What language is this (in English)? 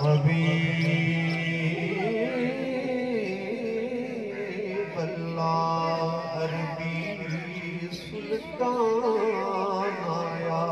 Saraiki